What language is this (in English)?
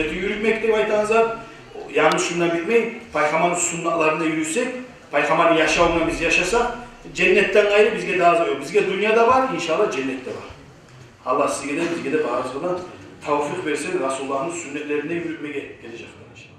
Kumyk